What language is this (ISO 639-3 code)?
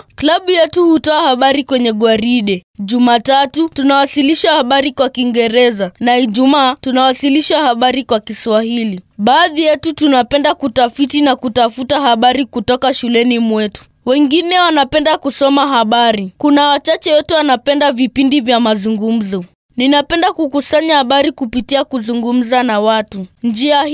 swa